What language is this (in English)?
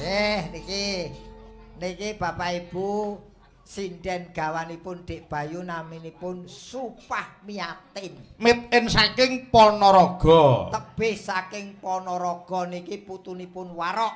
Javanese